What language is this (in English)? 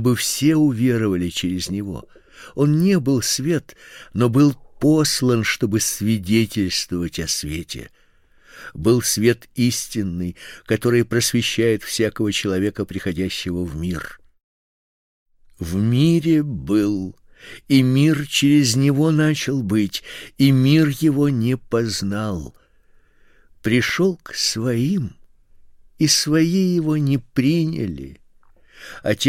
Russian